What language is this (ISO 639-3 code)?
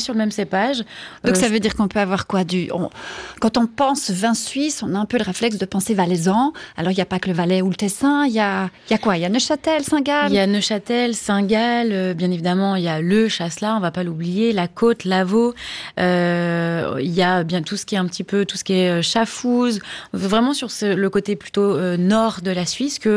fra